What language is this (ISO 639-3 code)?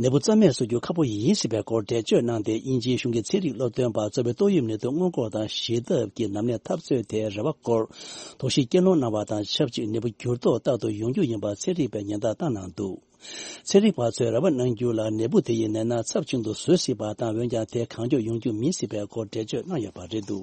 bod